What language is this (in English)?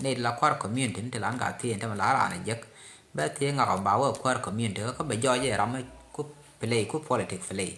Nuer